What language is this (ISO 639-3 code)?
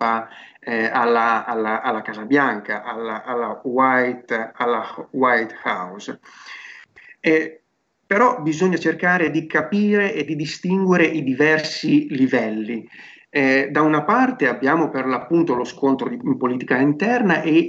ita